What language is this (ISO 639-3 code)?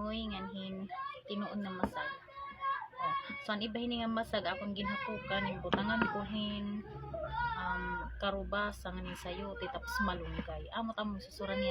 war